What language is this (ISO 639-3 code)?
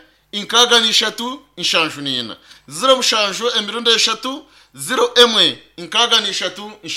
nyn